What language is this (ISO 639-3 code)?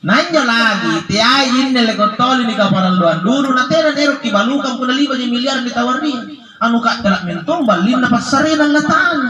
mak